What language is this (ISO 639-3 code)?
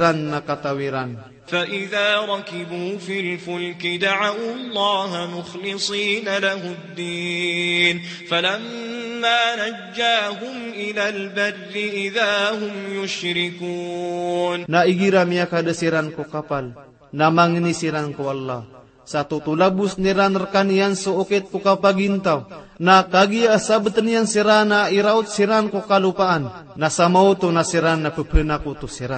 mrw